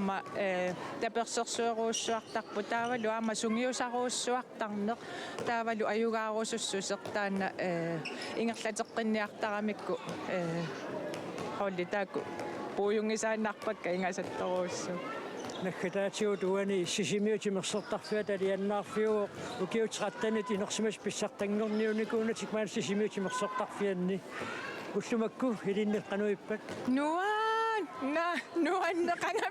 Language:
Kalaallisut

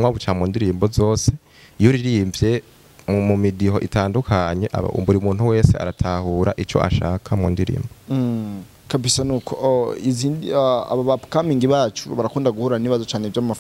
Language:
Rundi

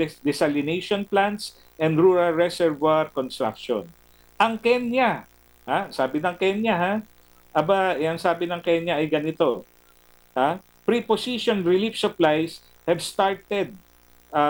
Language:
Filipino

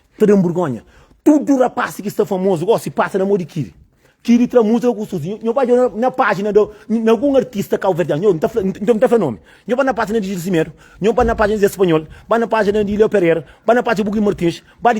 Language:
Kabuverdianu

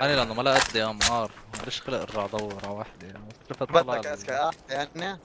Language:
North Levantine Arabic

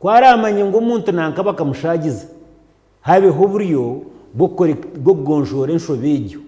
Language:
Nyankole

